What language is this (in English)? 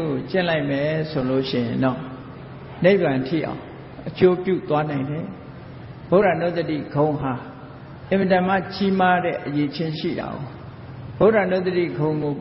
Burmese